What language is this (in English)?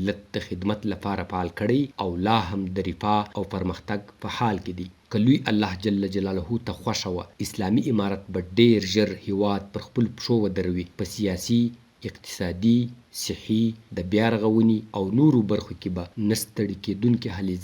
Pashto